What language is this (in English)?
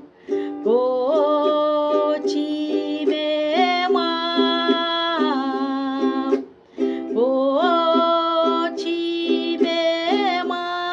Pohnpeian